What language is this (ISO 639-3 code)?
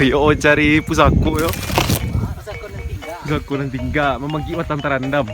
min